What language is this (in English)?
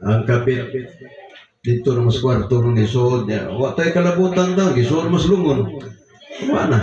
Cebuano